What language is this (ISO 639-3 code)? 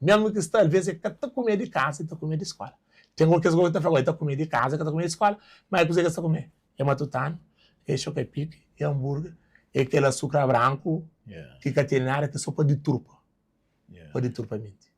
kea